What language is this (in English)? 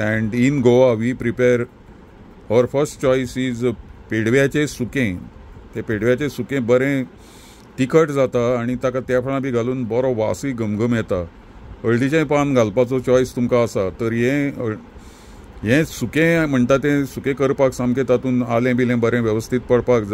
Konkani